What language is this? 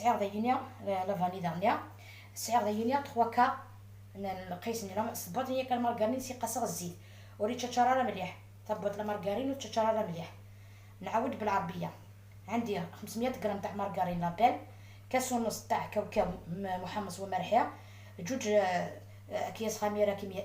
Algerian Arabic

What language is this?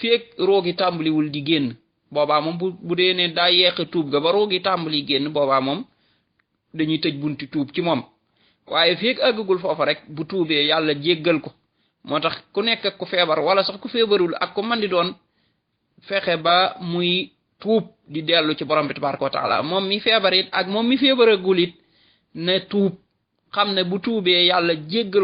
Wolof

